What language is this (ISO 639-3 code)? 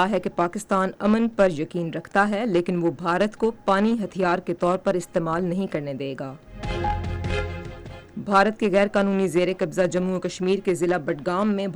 urd